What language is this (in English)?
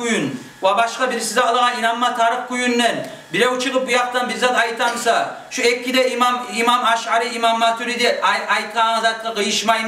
Kumyk